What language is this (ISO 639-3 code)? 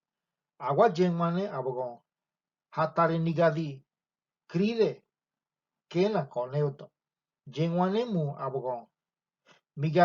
gym